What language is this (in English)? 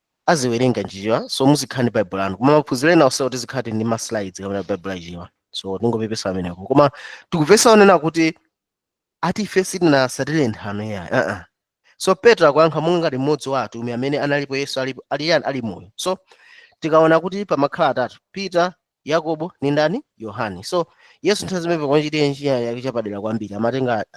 Nyanja